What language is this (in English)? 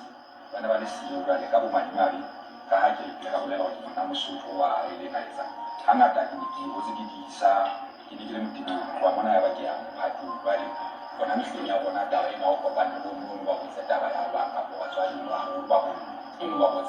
Southern Sotho